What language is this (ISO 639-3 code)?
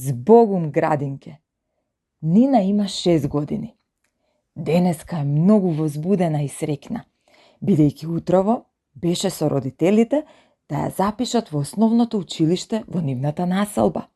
mkd